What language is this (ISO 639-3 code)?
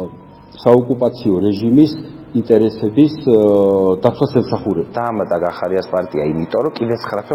kat